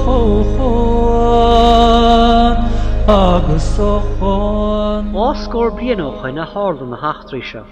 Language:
Irish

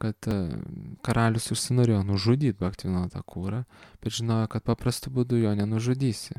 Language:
Lithuanian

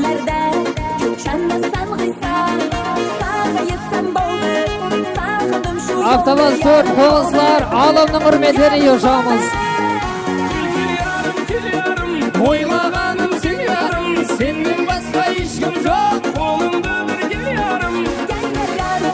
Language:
Kara-Kalpak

